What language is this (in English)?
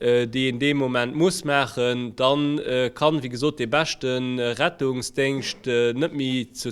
Luxembourgish